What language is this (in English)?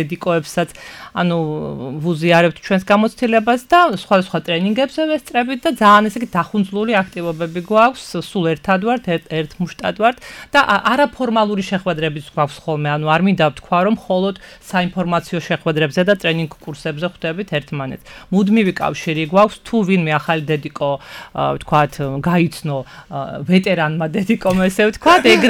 Georgian